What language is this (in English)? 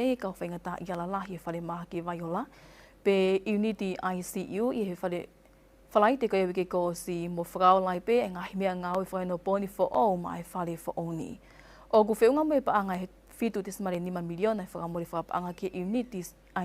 Tongan